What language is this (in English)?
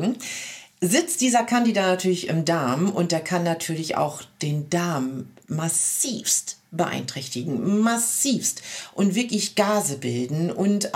German